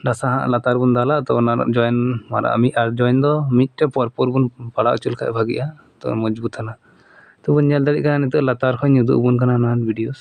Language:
Santali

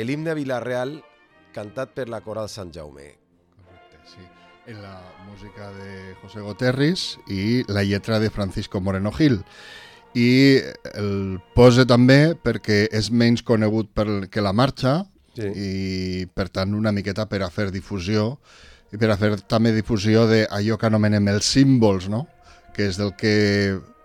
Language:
Catalan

